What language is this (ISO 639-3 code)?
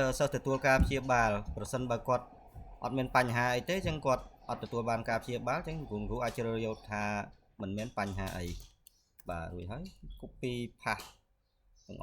khm